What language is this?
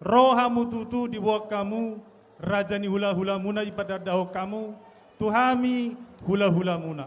Batak Toba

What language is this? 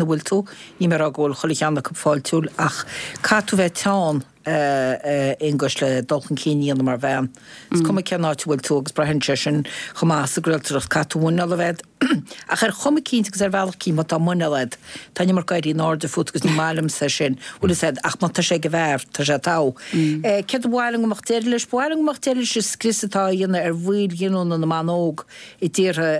Irish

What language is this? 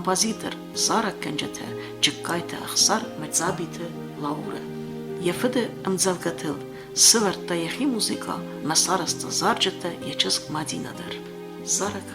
Ossetic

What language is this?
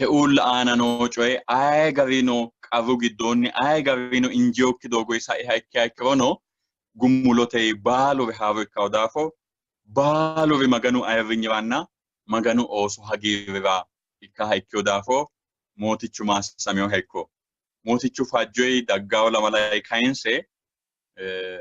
Sidamo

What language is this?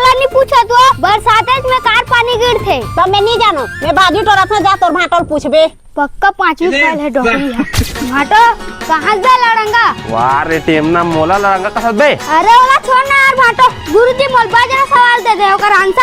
Chhattisgarhi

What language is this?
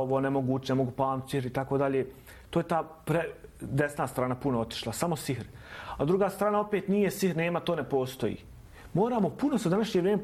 Bosnian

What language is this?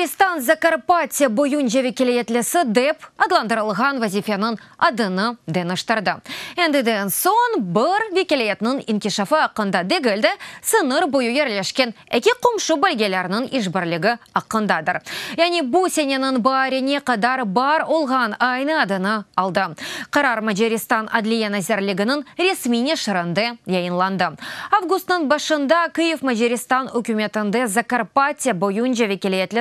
Crimean Tatar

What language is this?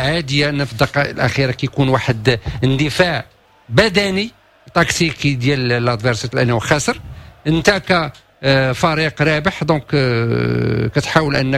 Moroccan Arabic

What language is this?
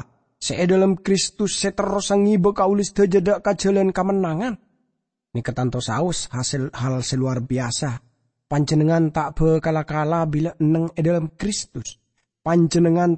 Madurese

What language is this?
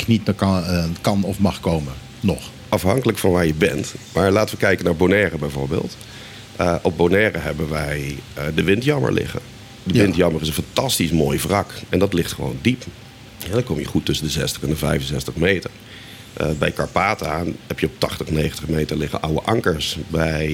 Dutch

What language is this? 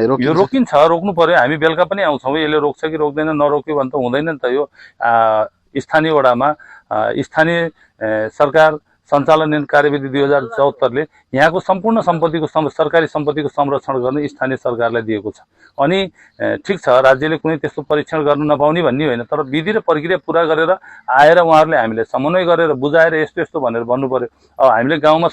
Nepali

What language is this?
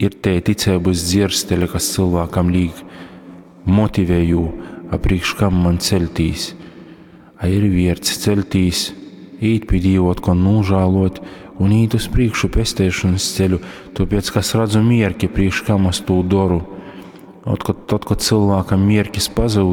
Latgalian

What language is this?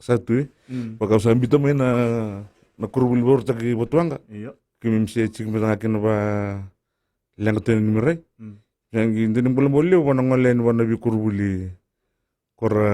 Fijian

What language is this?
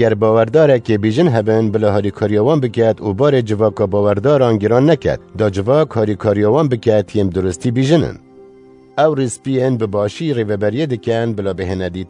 Kurdish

